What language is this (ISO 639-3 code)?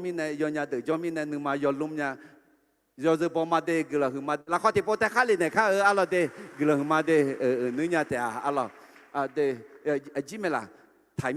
ahk